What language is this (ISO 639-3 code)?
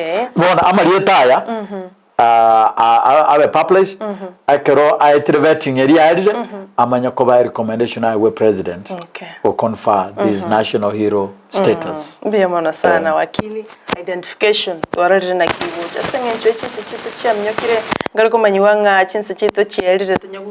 guz